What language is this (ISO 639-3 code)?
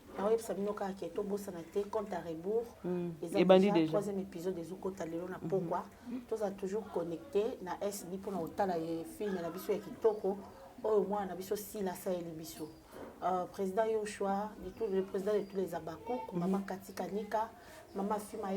lin